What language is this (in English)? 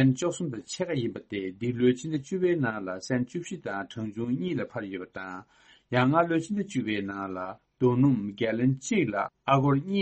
Tibetan